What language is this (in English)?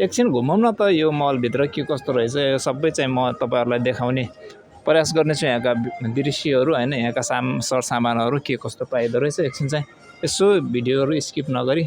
Nepali